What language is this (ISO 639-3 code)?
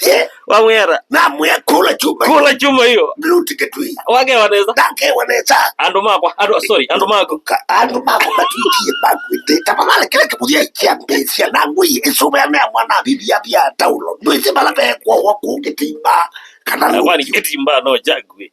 kam